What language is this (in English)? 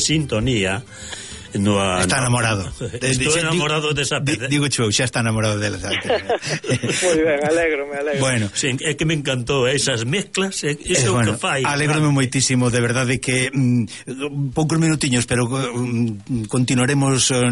Galician